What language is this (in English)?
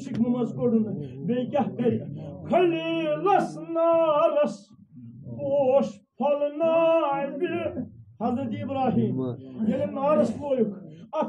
Kashmiri